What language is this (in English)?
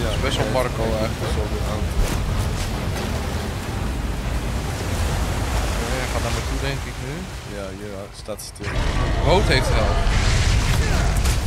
Dutch